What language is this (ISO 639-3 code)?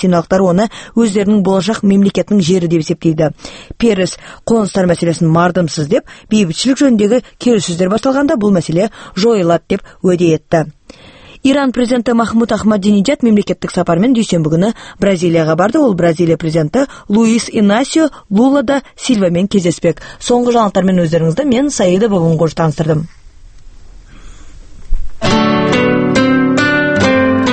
kaz